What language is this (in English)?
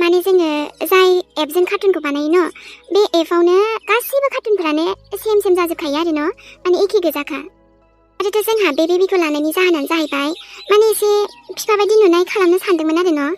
Bodo